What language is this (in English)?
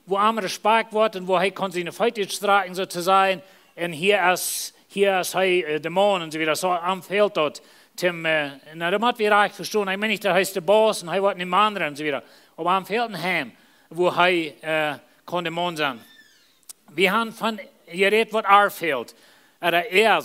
Plautdietsch